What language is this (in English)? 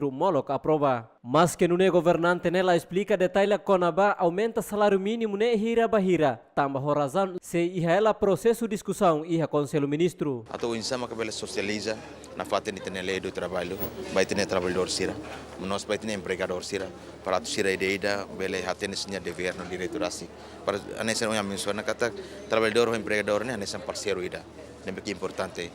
Tetum